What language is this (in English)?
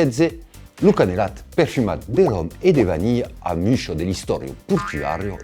Occitan